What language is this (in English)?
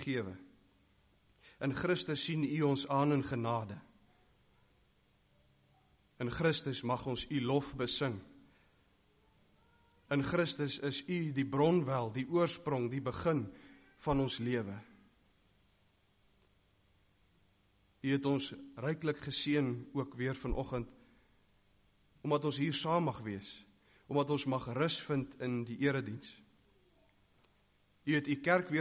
Afrikaans